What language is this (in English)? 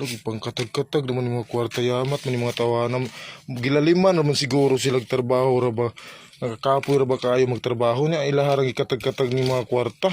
Cebuano